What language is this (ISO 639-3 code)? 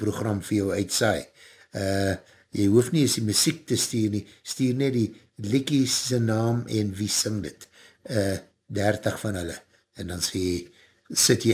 afr